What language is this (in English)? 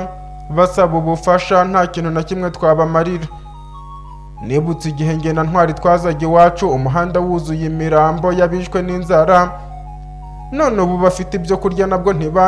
Kinyarwanda